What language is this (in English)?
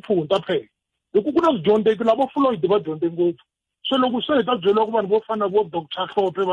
Tsonga